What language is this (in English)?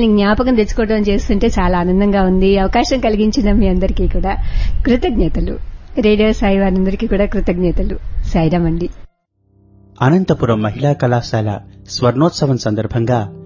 Telugu